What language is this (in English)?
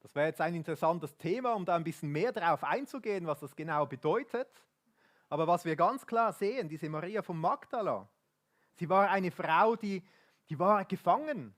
Swiss German